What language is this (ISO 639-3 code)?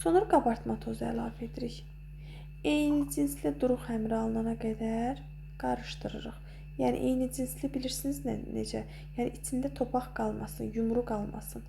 aze